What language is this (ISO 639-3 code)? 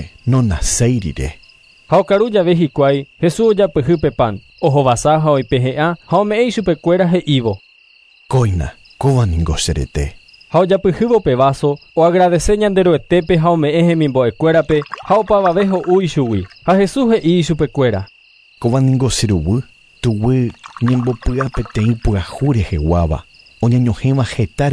grn